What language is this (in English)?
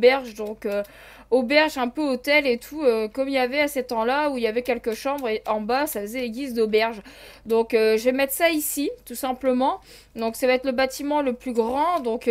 French